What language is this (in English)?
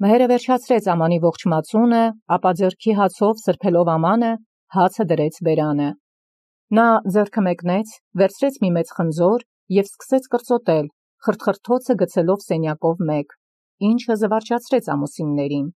Armenian